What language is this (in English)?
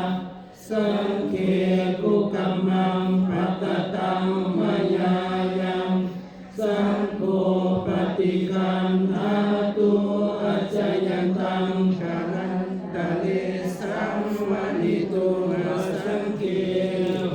Pali